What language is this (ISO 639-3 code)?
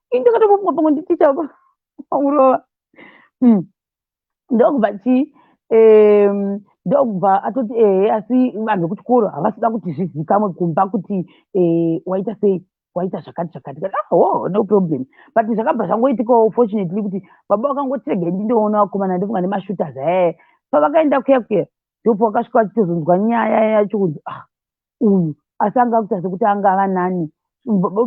sna